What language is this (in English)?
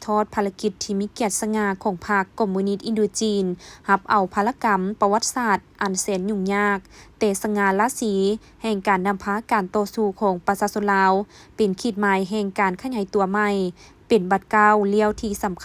Lao